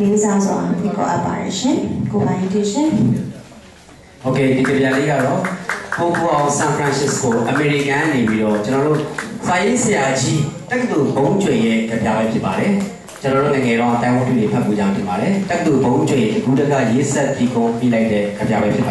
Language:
Burmese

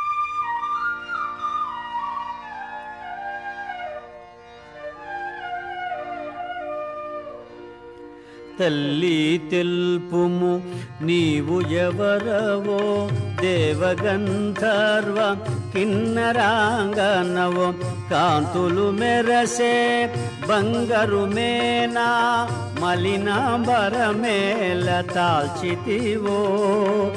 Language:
Telugu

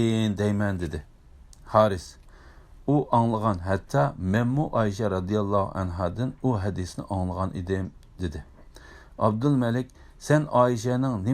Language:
Uyghur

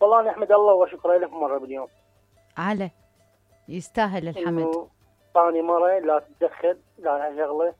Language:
Mesopotamian Arabic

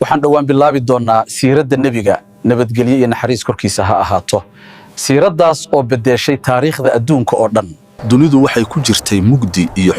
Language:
Somali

